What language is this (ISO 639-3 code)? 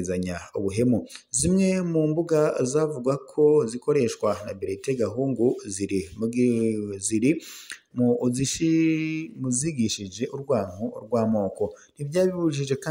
run